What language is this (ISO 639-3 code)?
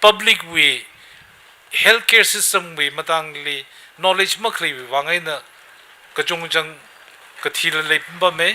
nmf